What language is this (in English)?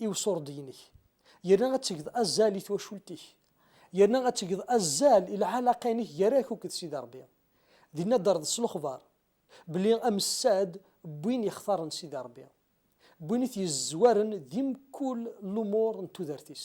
Kabyle